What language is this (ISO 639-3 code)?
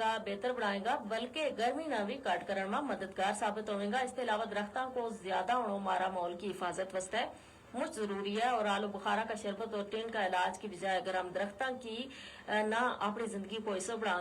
gju